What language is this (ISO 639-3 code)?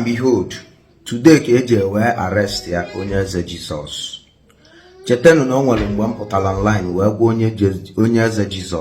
ibo